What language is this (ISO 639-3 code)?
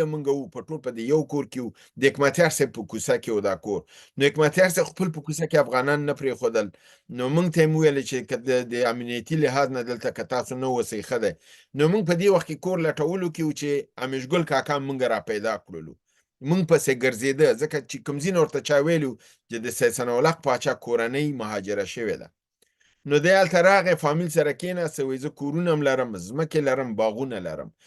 pus